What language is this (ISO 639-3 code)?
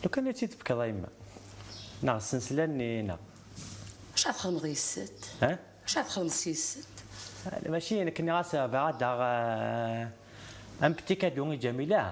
kab